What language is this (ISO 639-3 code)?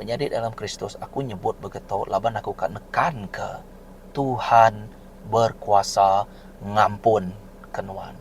iba